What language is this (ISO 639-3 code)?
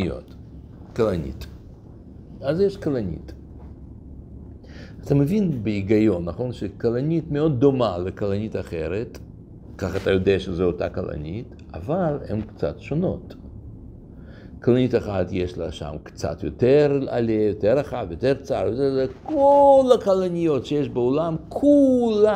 heb